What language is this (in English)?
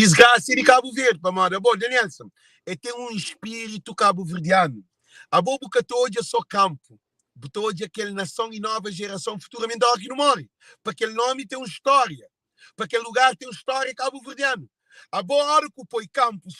Kabuverdianu